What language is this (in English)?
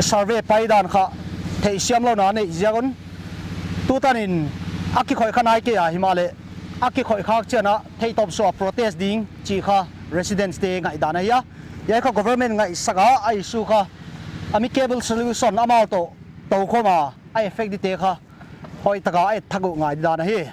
Paite Chin